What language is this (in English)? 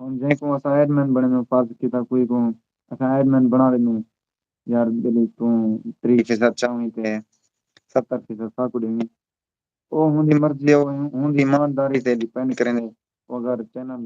Saraiki